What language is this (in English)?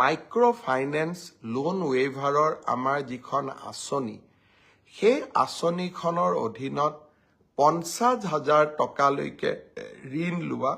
Assamese